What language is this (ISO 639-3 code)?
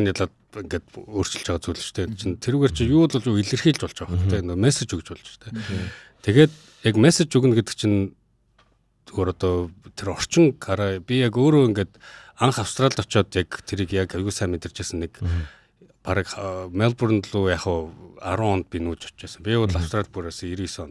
mon